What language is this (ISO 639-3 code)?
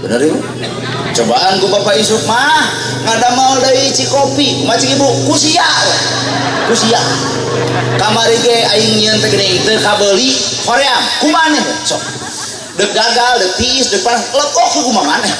sun